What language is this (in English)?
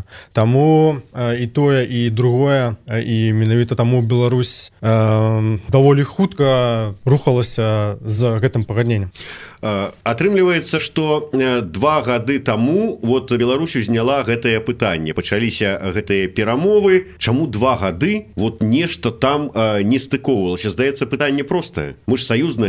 Belarusian